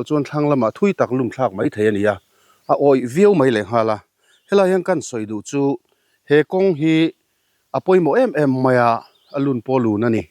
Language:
Mizo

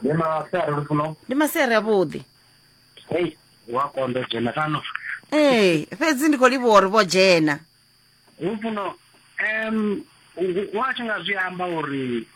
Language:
Venda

